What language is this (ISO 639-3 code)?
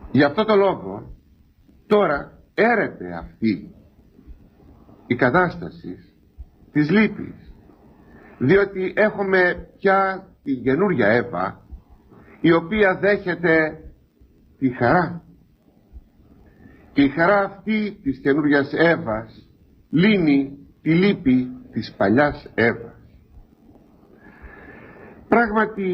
ell